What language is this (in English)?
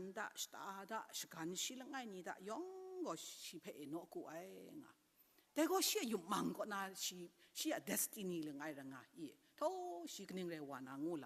Kachin